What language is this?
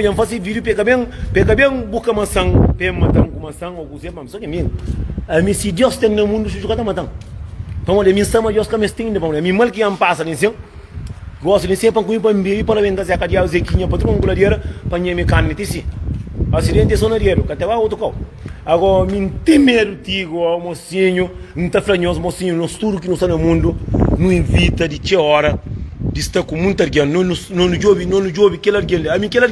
Kabuverdianu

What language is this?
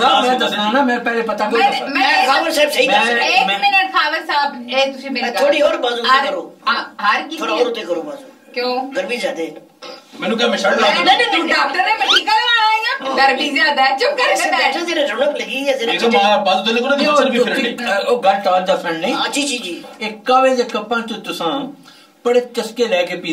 Pahari-Potwari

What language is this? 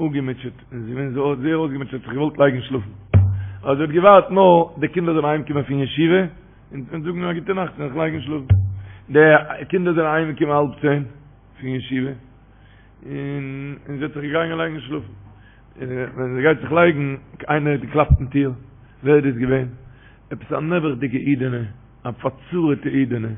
Yiddish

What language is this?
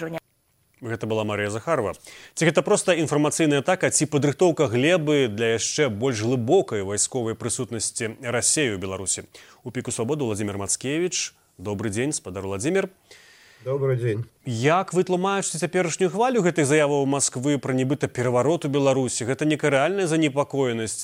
Belarusian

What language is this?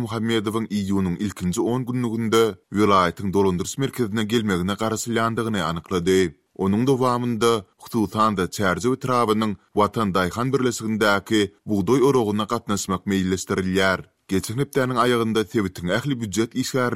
Turkmen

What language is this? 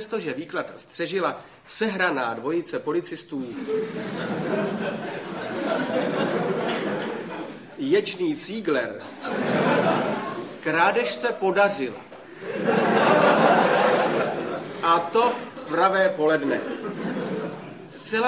Czech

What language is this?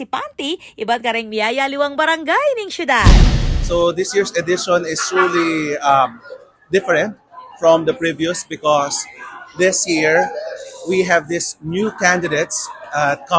Pampanga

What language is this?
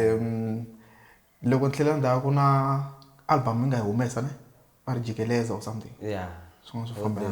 Tsonga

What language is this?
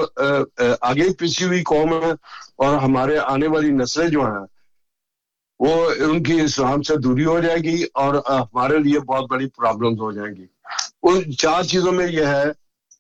Urdu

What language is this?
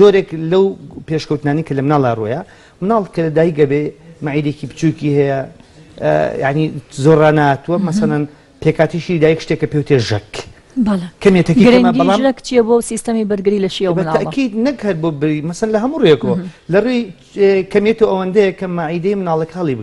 Central Kurdish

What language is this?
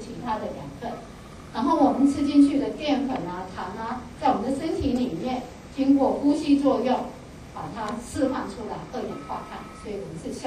Chinese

